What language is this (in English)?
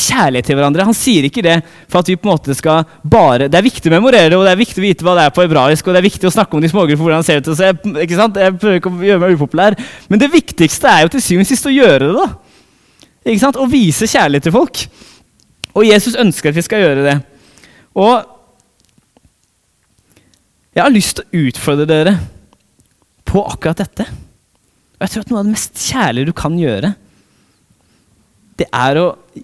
Norwegian